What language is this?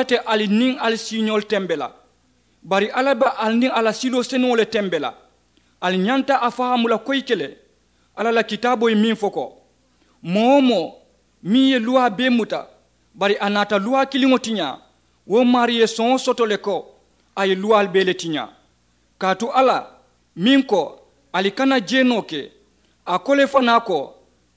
Mandingo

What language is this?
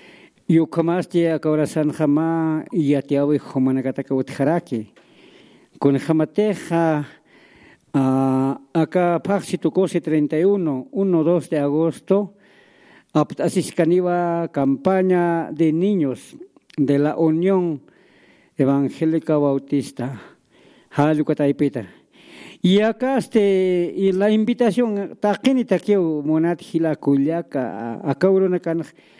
Aymara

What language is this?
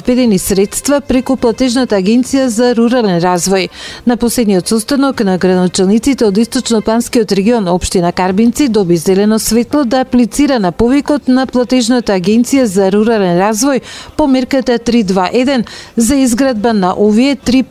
Macedonian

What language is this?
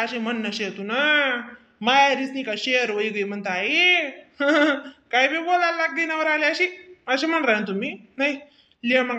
Khandesi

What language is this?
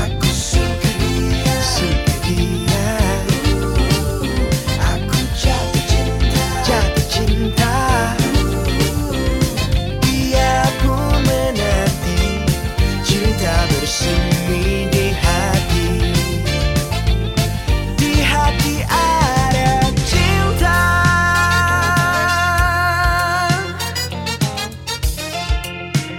Indonesian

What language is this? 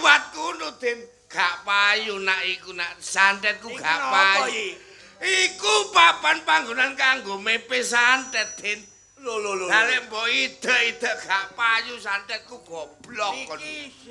Javanese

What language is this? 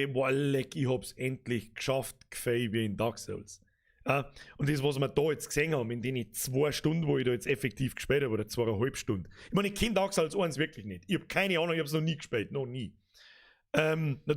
Bavarian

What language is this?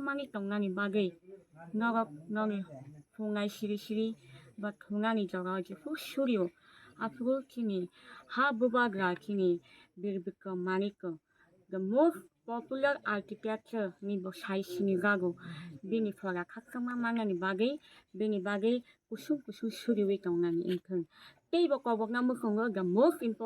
Kok Borok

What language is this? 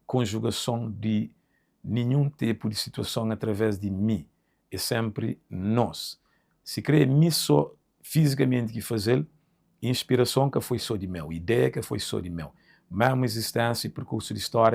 Kabuverdianu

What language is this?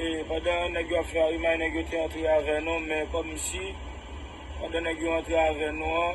Haitian Creole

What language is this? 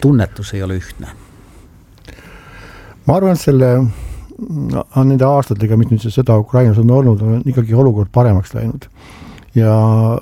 Estonian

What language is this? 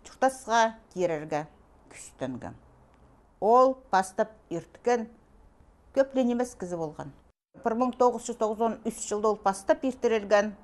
Khakas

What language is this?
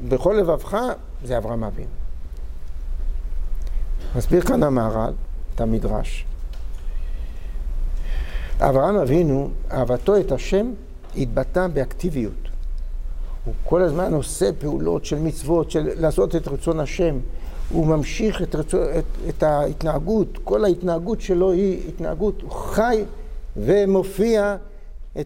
Hebrew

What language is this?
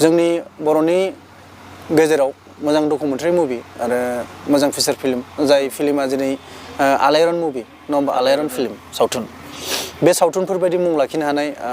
Bodo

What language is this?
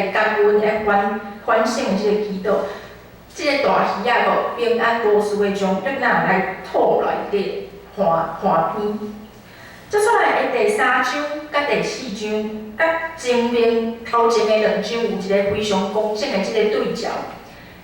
Min Nan Chinese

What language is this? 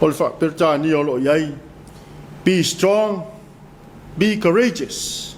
Samoan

